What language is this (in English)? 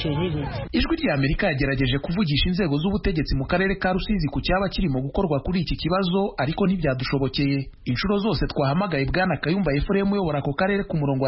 Kinyarwanda